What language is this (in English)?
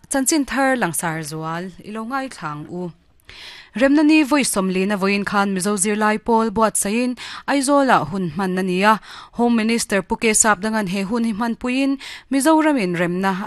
Mizo